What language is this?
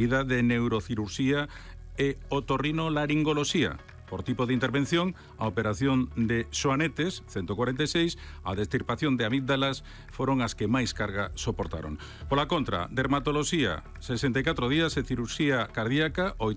Galician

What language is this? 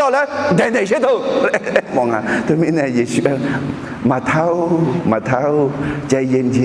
Akha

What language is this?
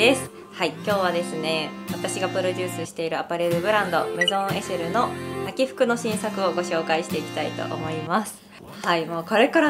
Japanese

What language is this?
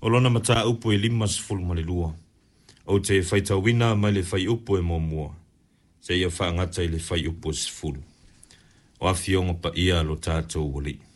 Samoan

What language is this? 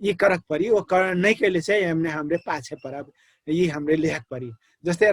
Dangaura Tharu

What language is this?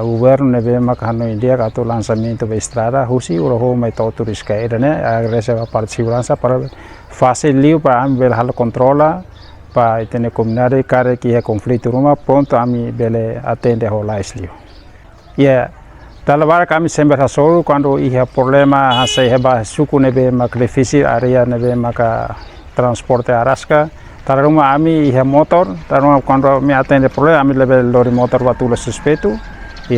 Tetum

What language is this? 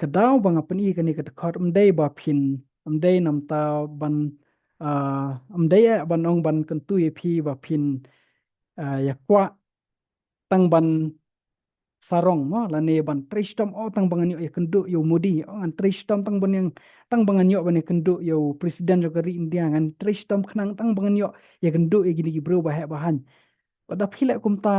Khasi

